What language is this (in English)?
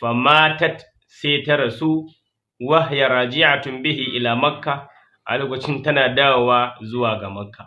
Hausa